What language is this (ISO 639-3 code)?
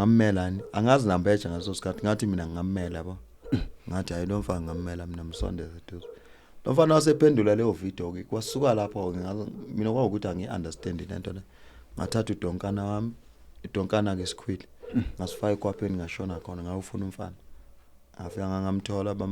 zul